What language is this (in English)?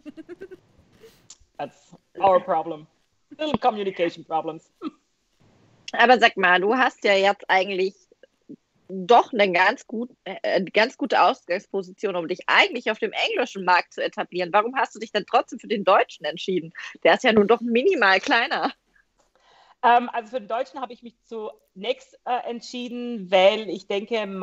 German